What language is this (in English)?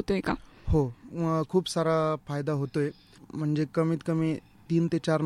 Marathi